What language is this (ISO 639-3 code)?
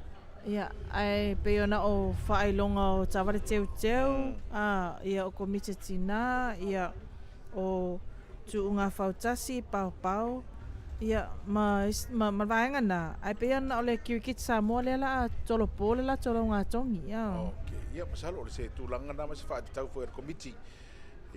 smo